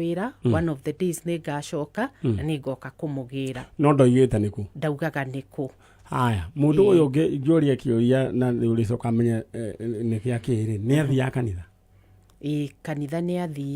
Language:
Kikuyu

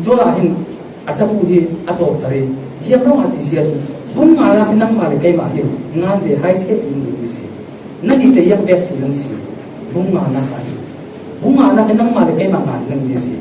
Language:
Falam Chin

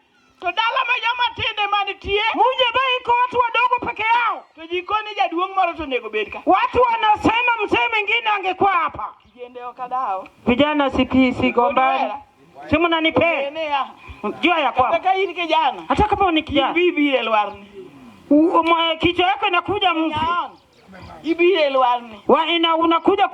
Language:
Luo (Kenya and Tanzania)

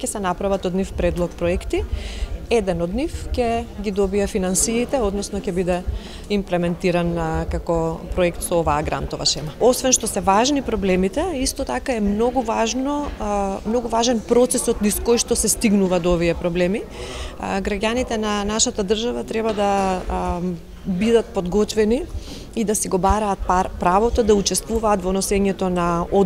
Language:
Macedonian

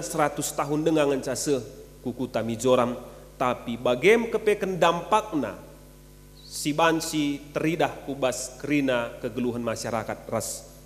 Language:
Batak Karo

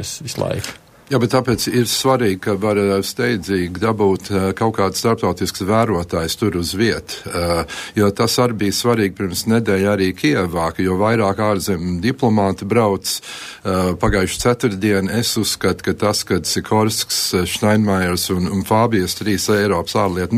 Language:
Latvian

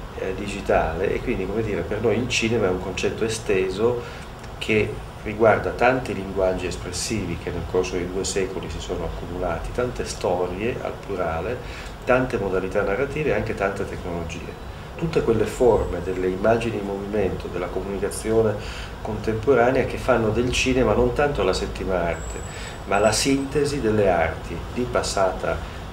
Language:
Italian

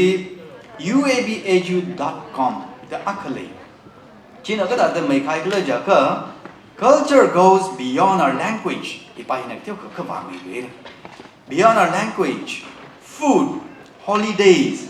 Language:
Tangkhul Naga (India)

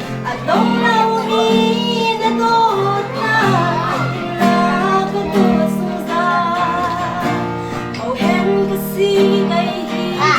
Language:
Hakha Chin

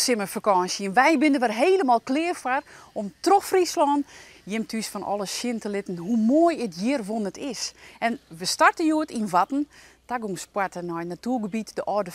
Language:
Western Frisian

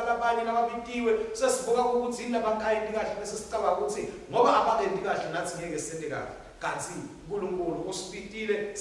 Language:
Swati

